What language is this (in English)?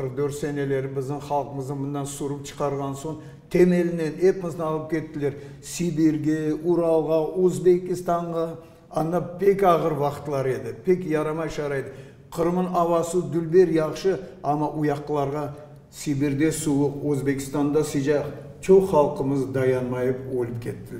Crimean Tatar